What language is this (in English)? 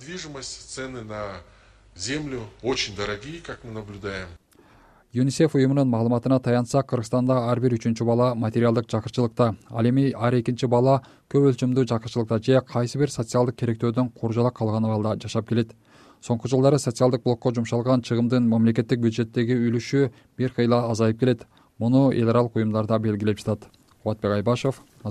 Kyrgyz